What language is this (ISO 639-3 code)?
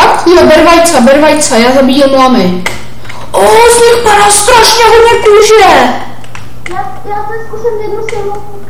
ces